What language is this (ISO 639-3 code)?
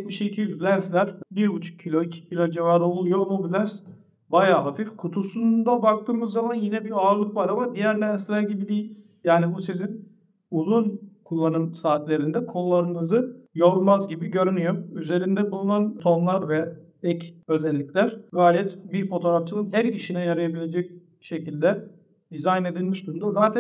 tur